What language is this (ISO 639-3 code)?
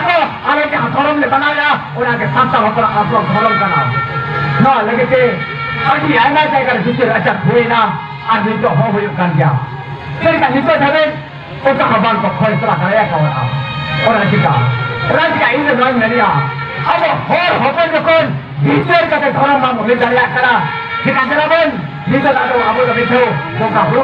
sat